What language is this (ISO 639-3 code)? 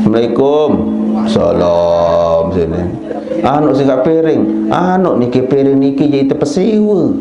sas